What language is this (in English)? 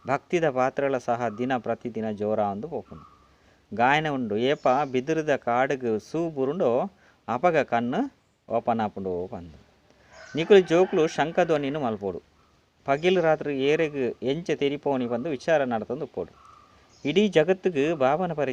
Tulu